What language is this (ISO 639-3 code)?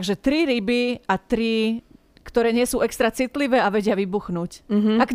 slk